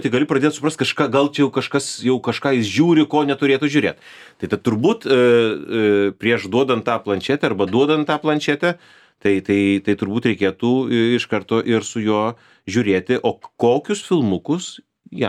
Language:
Lithuanian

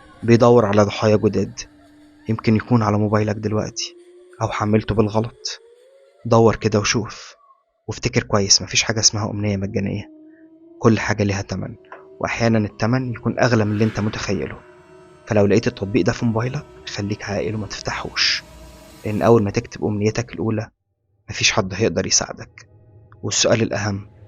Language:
Egyptian Arabic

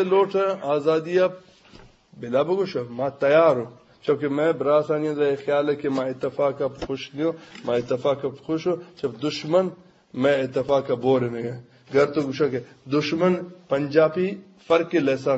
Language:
Eastern Balochi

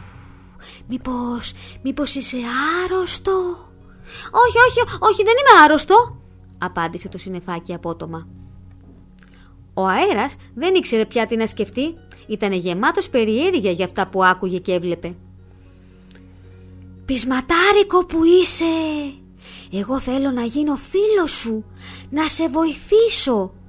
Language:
Greek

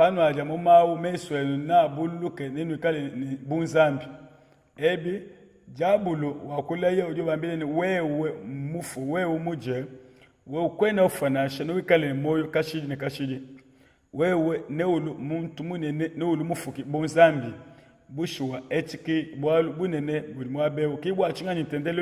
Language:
Luba-Lulua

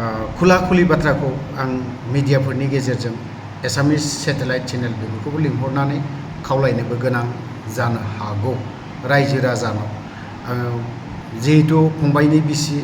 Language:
Bodo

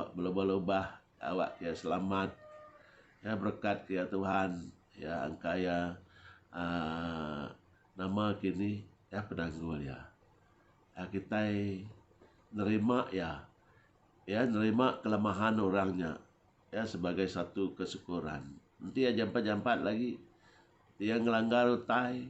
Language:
Iban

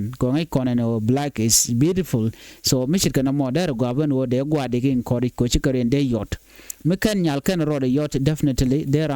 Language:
Nuer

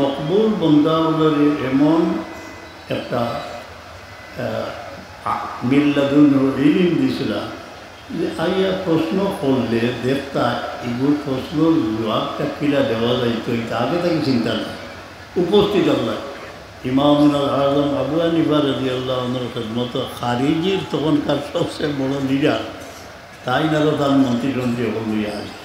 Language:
Sylheti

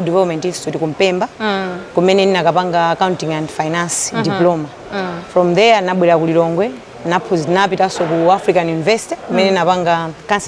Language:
Nyanja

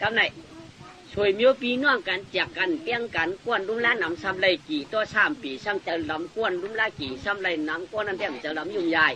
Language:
Shan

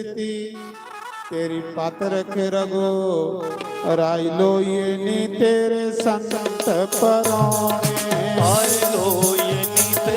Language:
Dogri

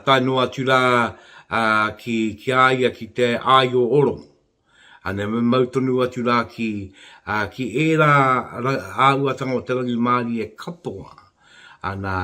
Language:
Māori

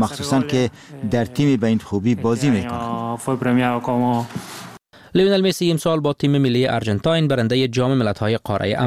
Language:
Persian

